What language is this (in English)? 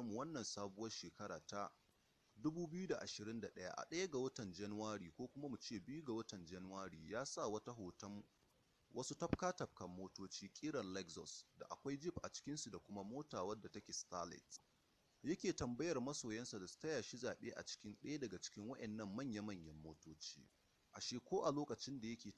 Hausa